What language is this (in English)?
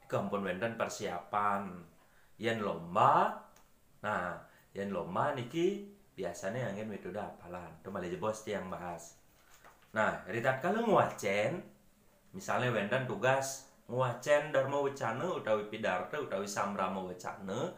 Balinese